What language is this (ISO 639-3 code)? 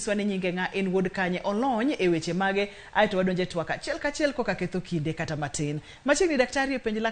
luo